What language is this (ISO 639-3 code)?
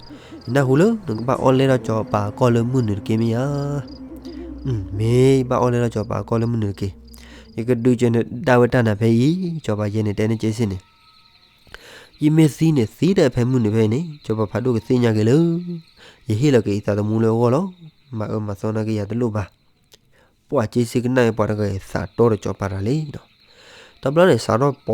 ksw